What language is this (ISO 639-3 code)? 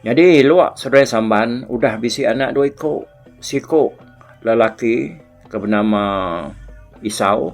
iba